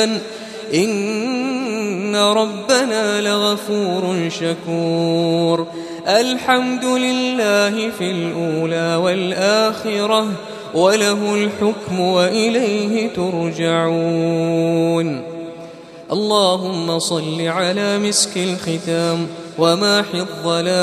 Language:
Arabic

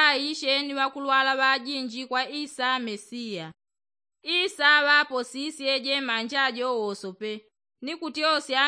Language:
Yao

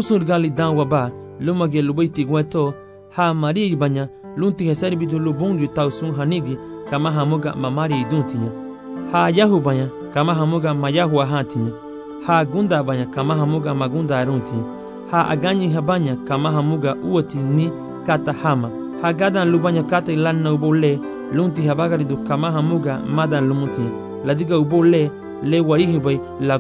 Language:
Garifuna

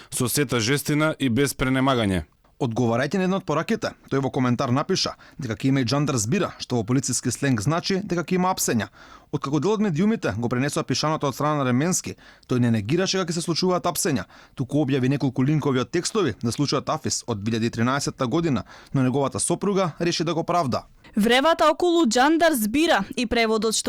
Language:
Macedonian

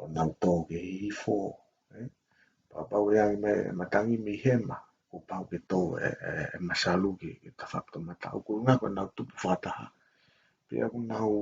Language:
Tongan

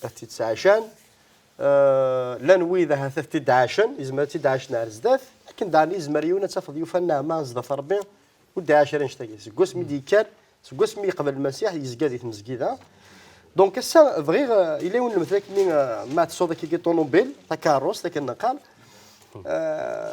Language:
Kabyle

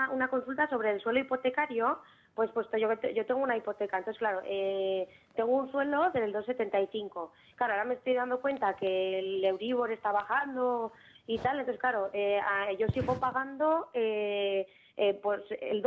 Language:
Spanish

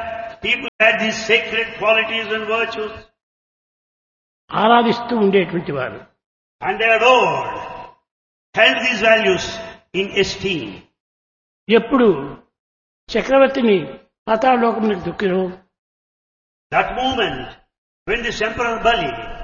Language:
Telugu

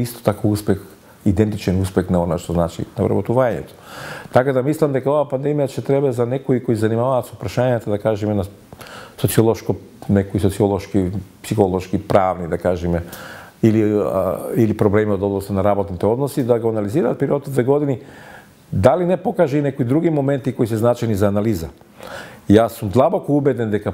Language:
Macedonian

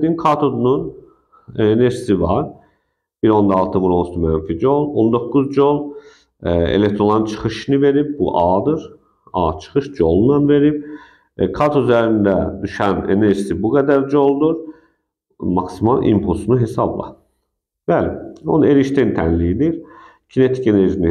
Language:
Azerbaijani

